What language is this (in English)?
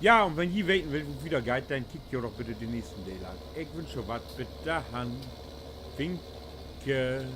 Low German